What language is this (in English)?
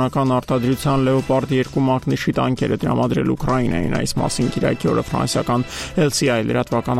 Armenian